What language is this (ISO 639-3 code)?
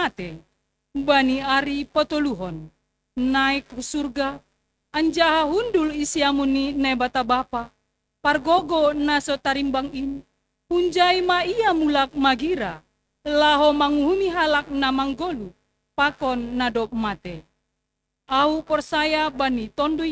bts